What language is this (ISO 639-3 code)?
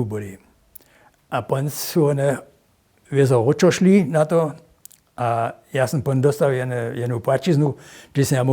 hsb